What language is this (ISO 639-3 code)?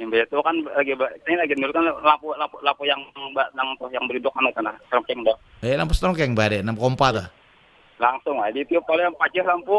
bjn